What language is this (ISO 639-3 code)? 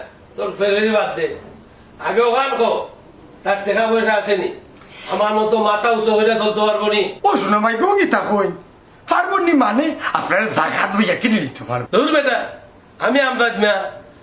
syl